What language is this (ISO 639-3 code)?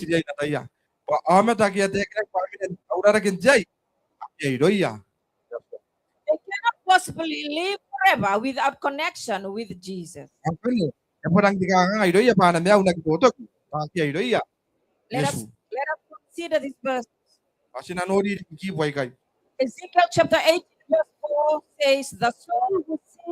gil